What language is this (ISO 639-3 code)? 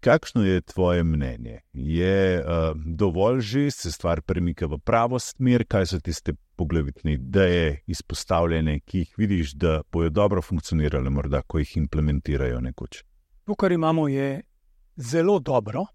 slv